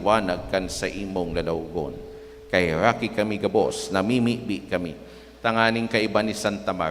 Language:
Bikol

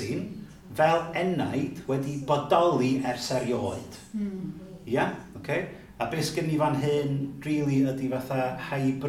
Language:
Welsh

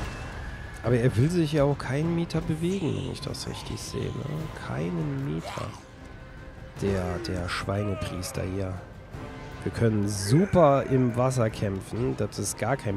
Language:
German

